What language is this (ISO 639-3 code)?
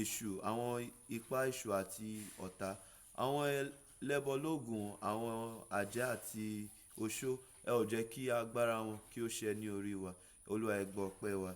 yor